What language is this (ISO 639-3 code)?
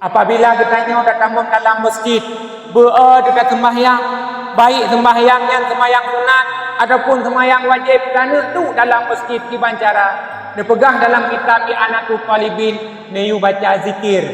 ace